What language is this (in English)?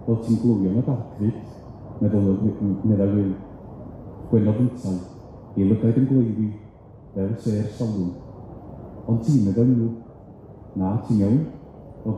Welsh